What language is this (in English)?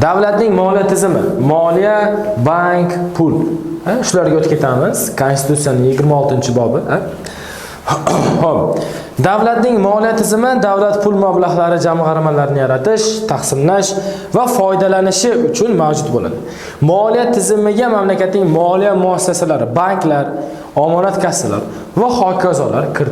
Uzbek